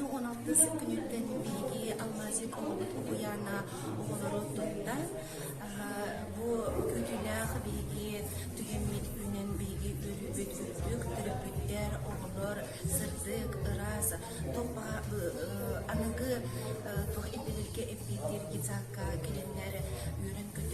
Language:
Yakut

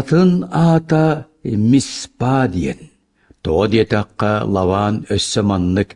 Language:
Yakut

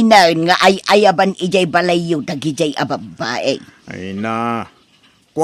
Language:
Iloko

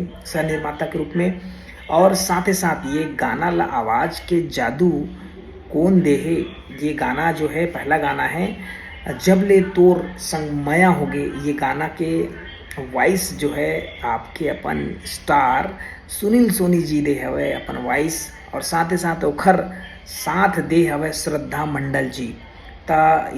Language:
Chhattisgarhi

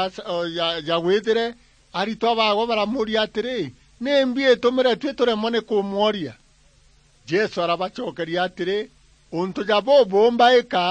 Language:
Meru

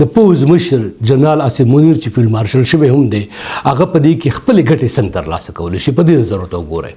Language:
Pashto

